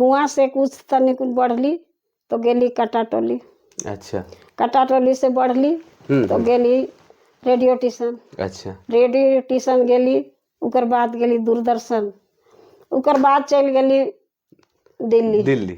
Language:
Sadri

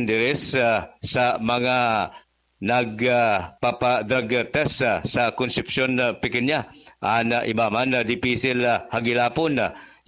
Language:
Bikol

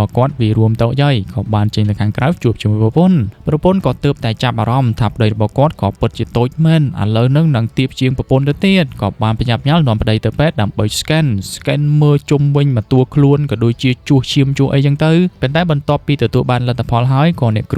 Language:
Khmer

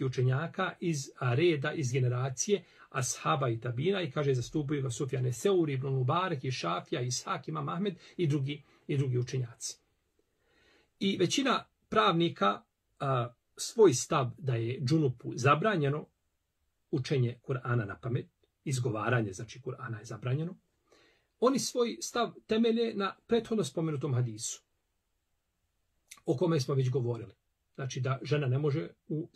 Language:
Bosnian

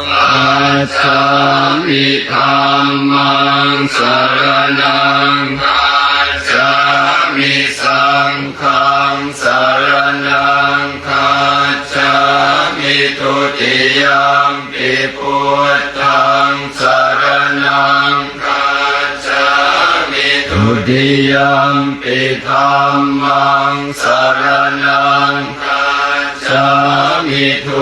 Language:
Pali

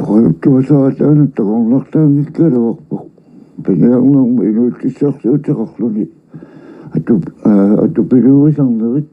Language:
Kalaallisut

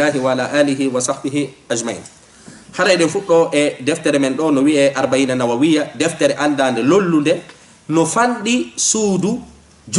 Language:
Fula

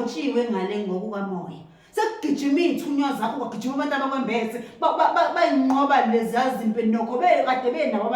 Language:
Zulu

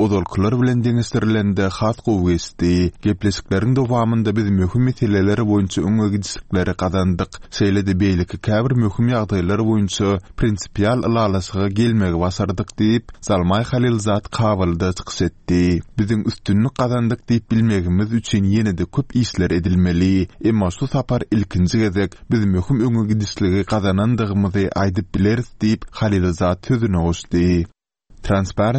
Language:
Turkmen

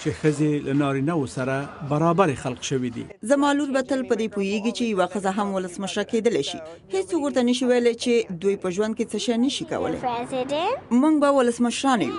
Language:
Pashto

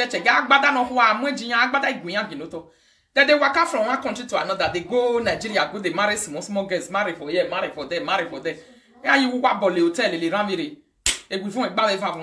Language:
Nigerian Pidgin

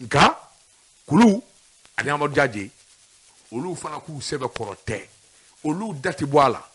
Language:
Bambara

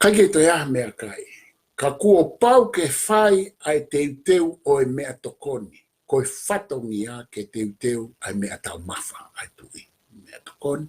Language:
Tongan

